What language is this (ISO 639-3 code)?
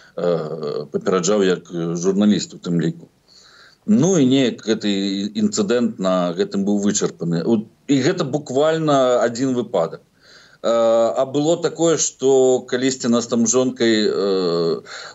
bel